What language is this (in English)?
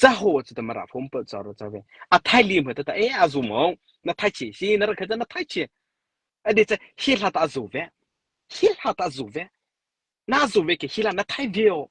Mara Chin